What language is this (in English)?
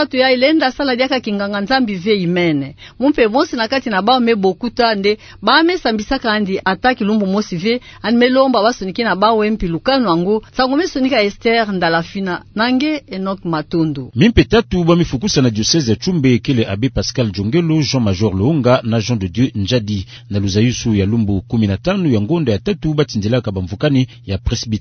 Kituba (Democratic Republic of Congo)